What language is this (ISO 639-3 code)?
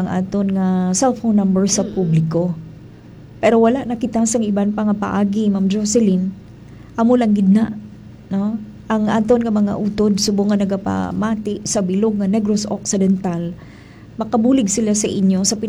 hil